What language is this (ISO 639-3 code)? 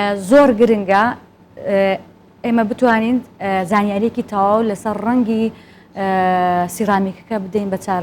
ckb